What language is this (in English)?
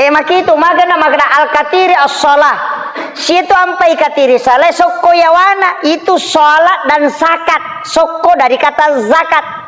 Buginese